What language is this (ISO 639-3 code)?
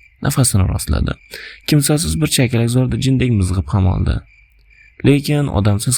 uzb